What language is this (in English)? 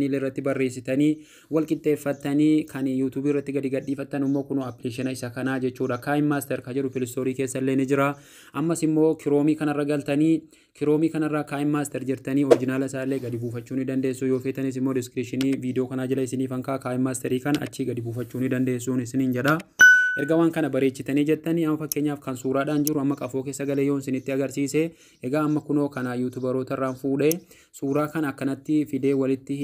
Oromo